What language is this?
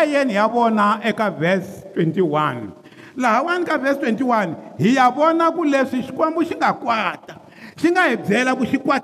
Tsonga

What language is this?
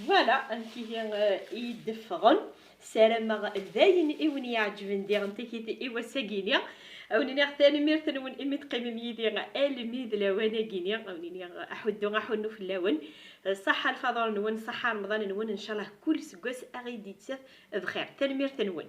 Kabyle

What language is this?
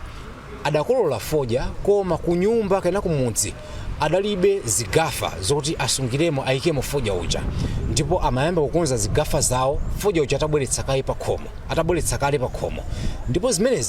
Nyanja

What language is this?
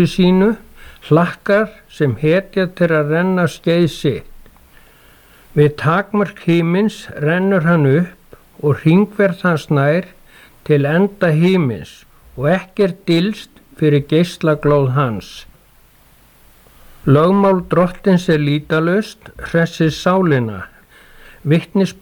Icelandic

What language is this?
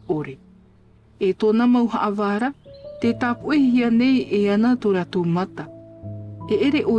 Tahitian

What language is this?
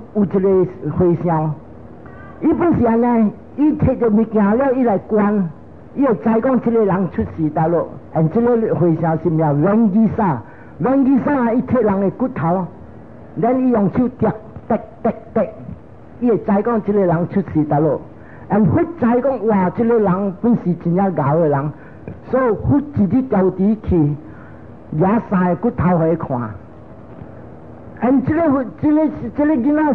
Min Nan Chinese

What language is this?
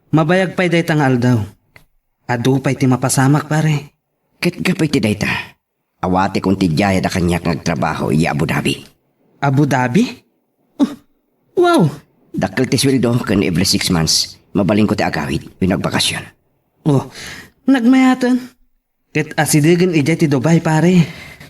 Iloko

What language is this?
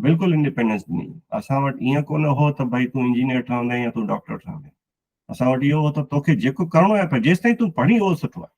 Sindhi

